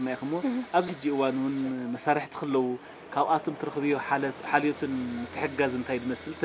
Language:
Tigrinya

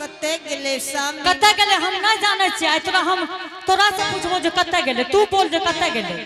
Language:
Angika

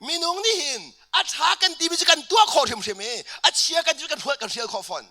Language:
Hakha Chin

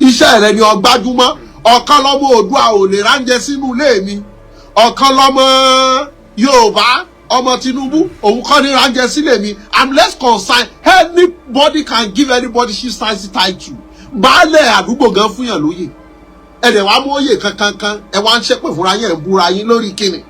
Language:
Yoruba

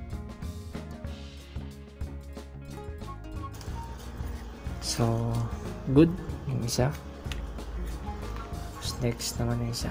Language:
Filipino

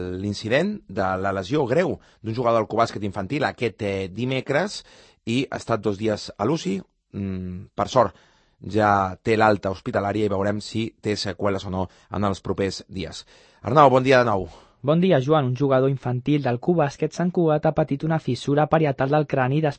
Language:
Catalan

